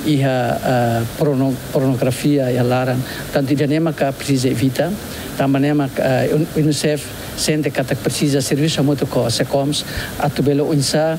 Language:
Tetum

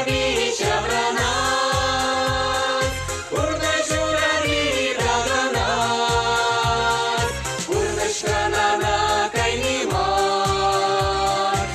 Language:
Chuvash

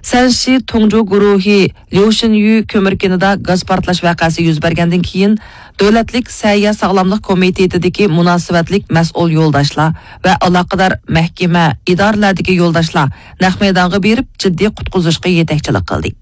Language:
Uyghur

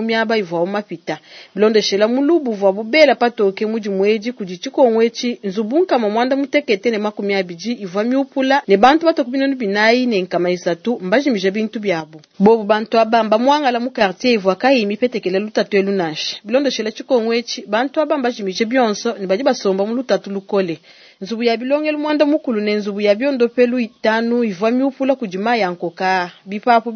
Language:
Luba-Lulua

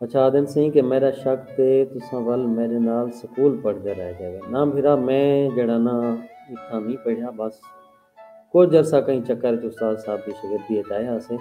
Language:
Saraiki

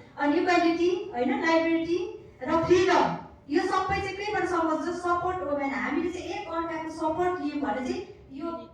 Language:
Nepali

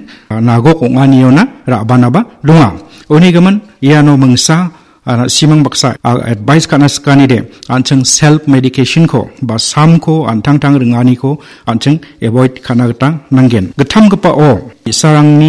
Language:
Garo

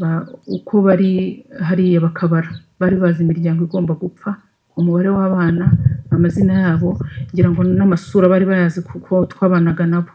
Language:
Kinyarwanda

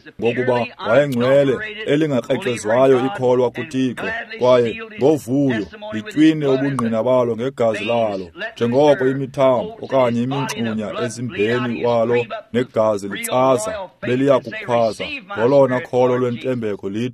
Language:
Xhosa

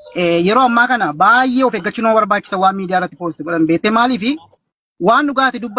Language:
Oromo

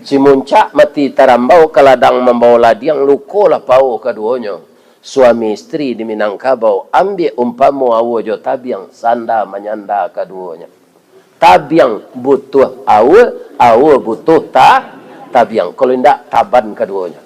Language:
Minangkabau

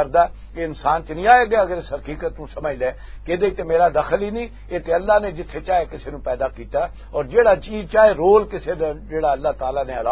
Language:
Western Panjabi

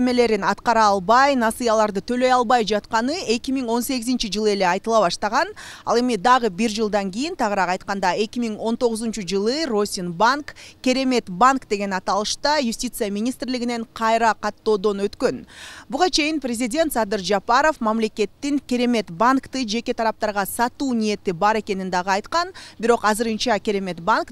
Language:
Kyrgyz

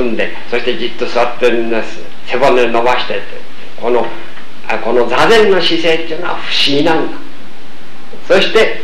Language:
Japanese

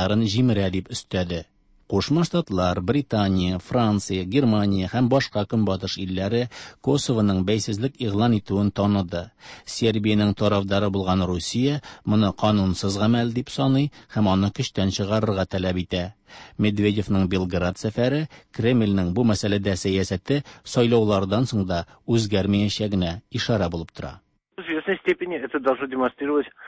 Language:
Tatar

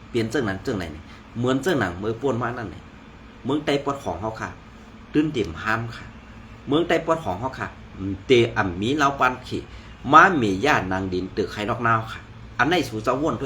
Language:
Shan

